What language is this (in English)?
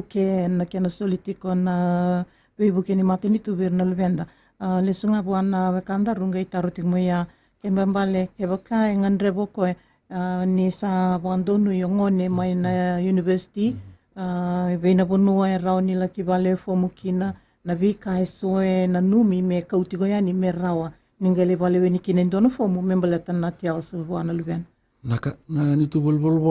Fijian